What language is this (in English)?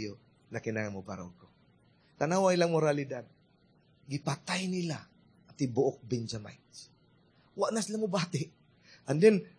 Cebuano